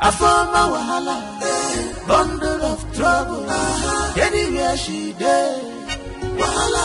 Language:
Nigerian Pidgin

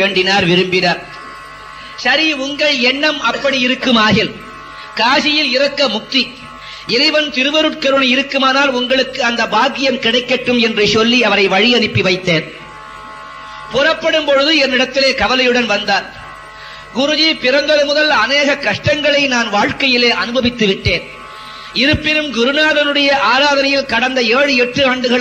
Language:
Tamil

